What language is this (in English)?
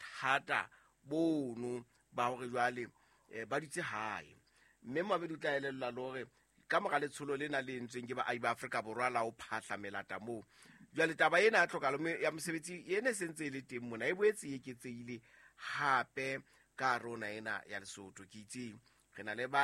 Southern Sotho